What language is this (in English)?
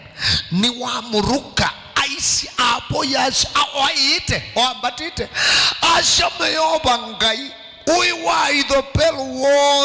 Kamba